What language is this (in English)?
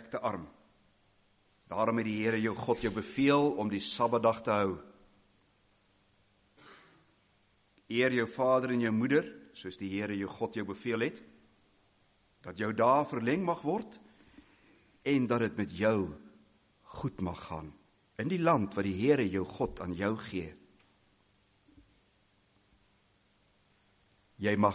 Afrikaans